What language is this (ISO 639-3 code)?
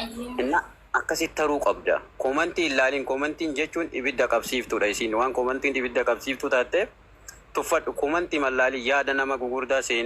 orm